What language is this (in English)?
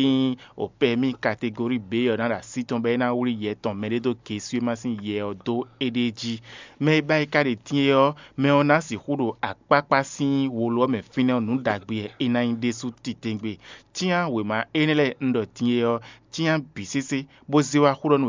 Fon